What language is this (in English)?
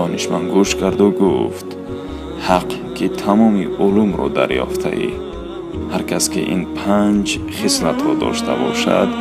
Tajik